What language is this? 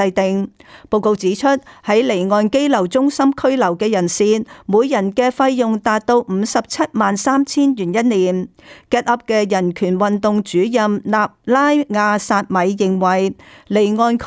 Cantonese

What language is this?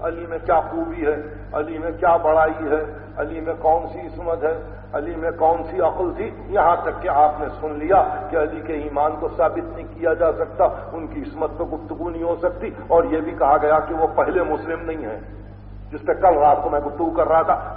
Urdu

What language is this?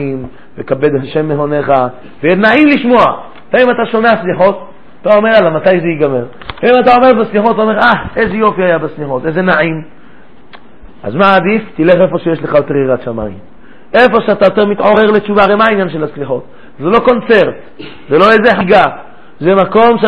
Hebrew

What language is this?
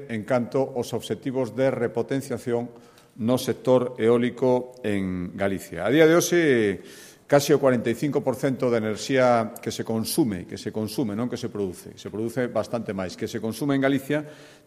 Galician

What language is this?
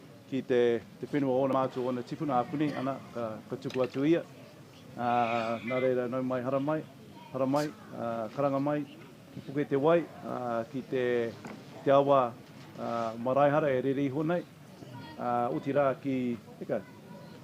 Māori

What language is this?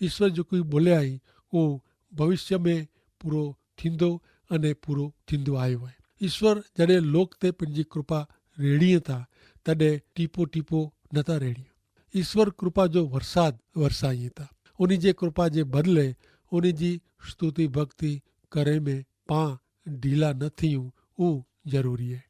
Kachhi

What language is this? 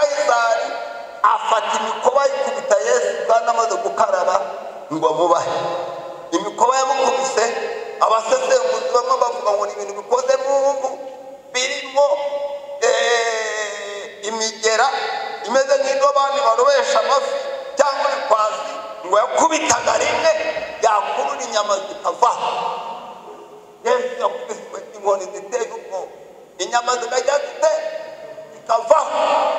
Kinyarwanda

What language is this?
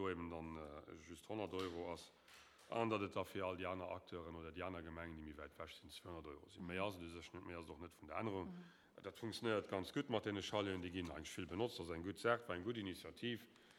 Luxembourgish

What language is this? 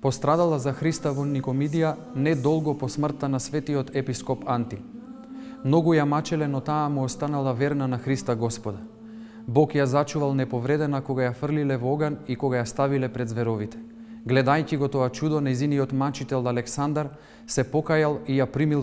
Macedonian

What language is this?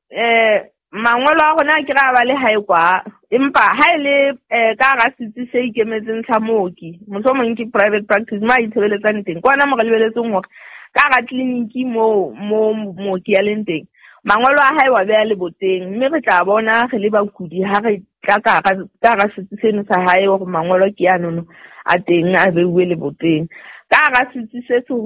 Southern Sotho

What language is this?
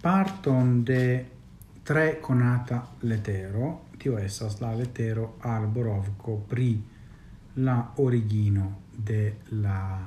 Esperanto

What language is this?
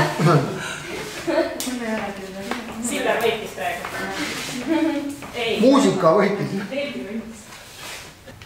Estonian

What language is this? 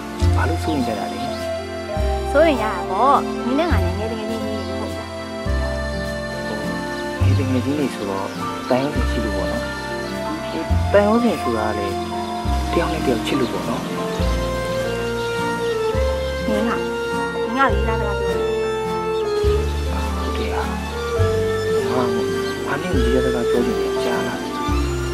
Burmese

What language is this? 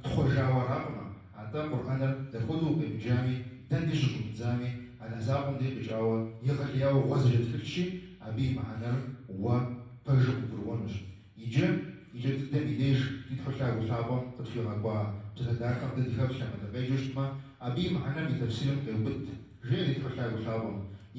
Kabardian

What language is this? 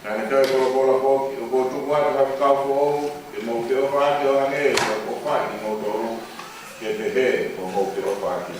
Tongan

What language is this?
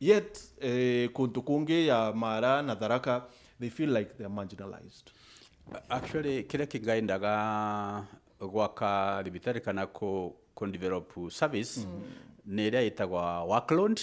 Meru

